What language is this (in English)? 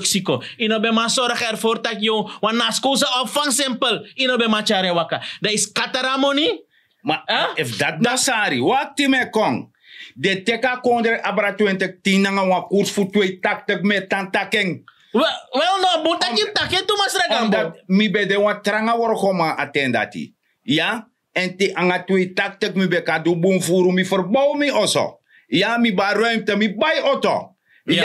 Sranan Tongo